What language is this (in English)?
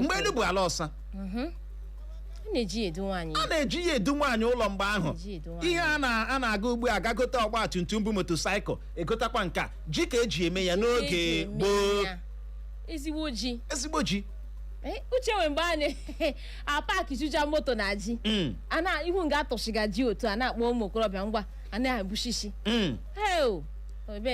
Igbo